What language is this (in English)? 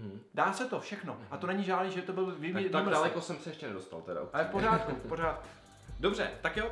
Czech